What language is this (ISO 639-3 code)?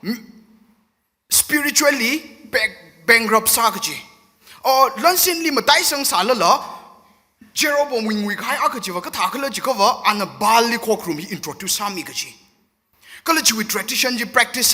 nmf